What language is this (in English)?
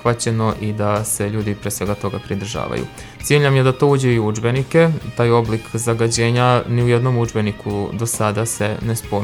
Serbian